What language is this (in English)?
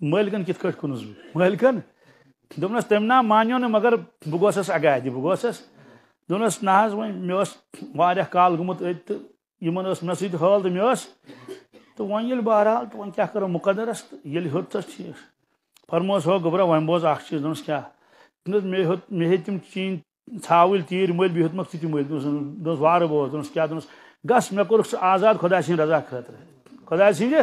Kashmiri